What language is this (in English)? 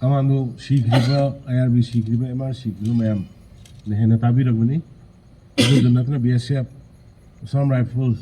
Manipuri